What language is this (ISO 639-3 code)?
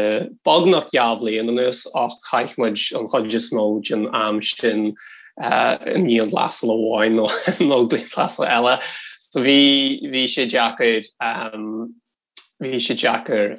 gle